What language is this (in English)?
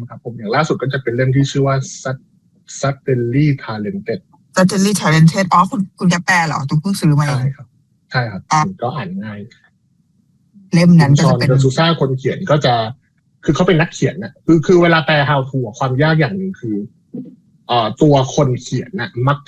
Thai